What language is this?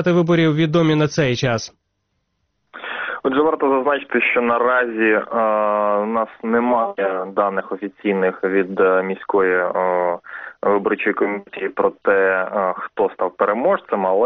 Ukrainian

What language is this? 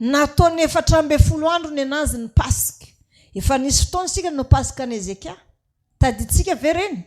Malagasy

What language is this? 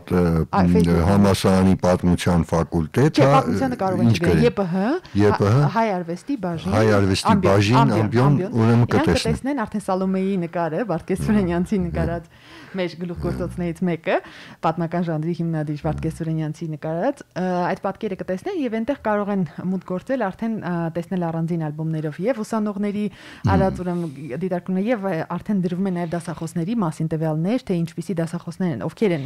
Armenian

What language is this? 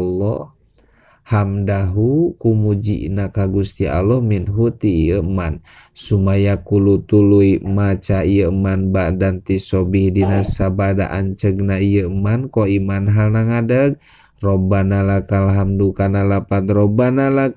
Sundanese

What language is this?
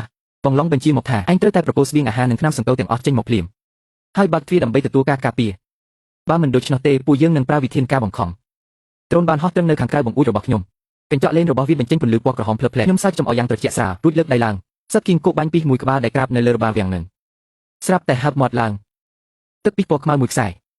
Khmer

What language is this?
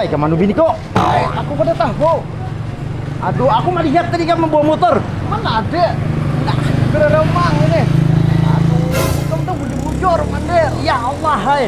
Banjar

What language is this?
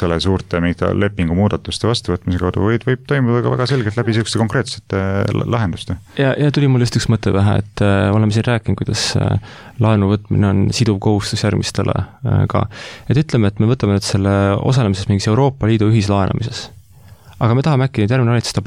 Estonian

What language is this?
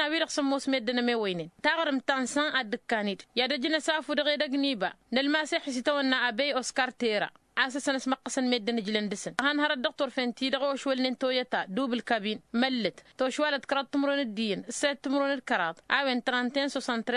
Tamasheq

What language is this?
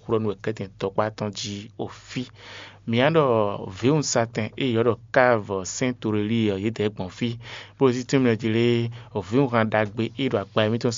Fon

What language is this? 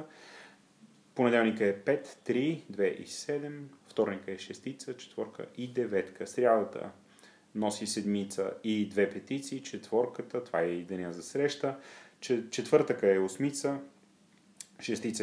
Bulgarian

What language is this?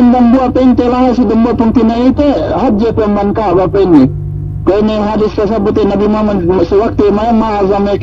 Yakan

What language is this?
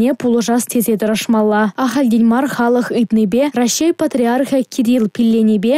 Chuvash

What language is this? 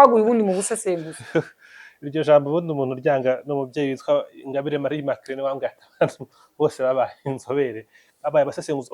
Kinyarwanda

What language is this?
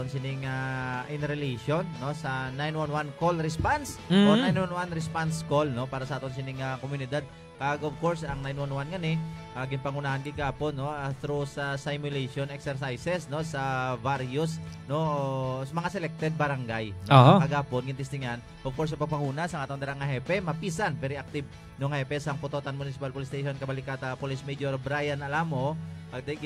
Hiligaynon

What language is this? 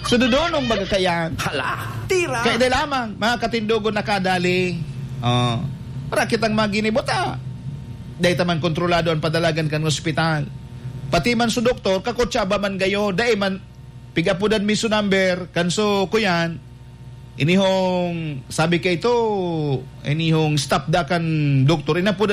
Bikol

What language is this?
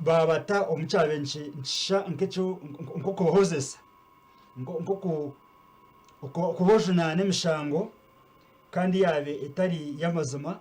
Nyankole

